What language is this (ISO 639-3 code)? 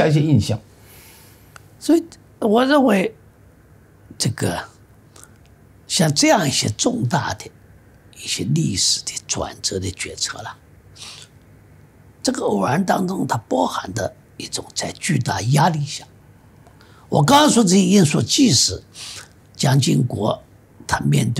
zho